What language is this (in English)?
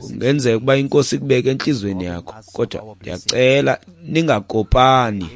Xhosa